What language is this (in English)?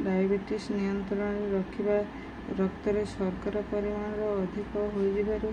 Odia